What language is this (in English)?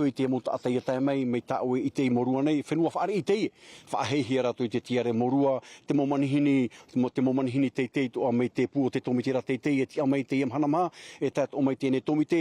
Tahitian